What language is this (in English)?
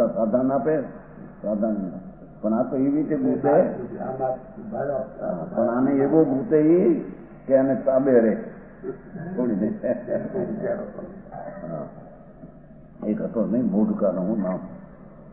Gujarati